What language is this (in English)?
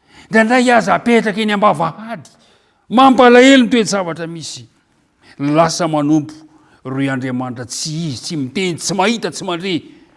Malagasy